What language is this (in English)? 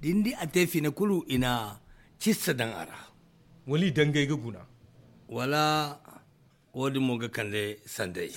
Zarma